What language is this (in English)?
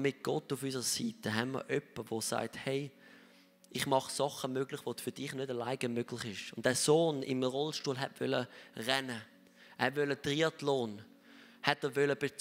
Swiss German